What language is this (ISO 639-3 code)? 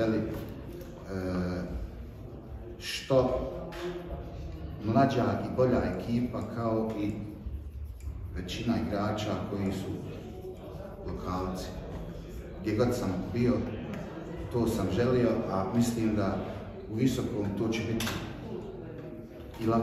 bos